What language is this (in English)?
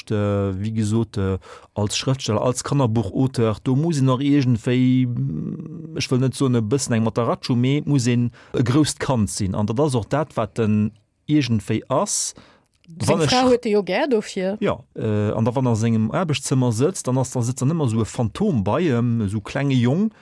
Luxembourgish